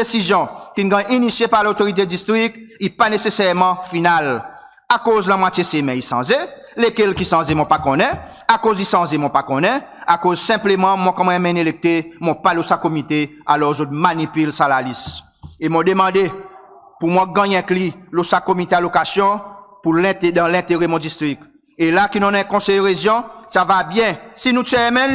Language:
Seselwa Creole French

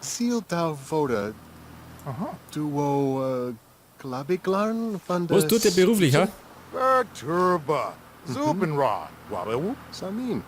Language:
Bavarian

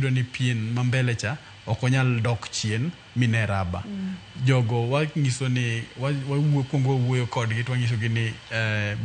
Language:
Luo (Kenya and Tanzania)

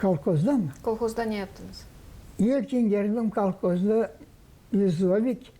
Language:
Gagauz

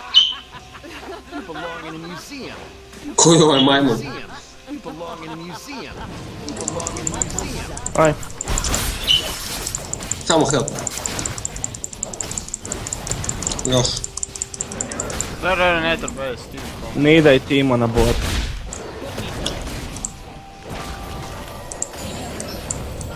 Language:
Croatian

